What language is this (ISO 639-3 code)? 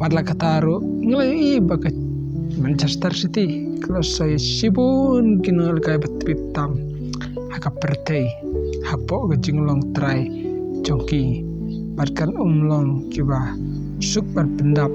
kha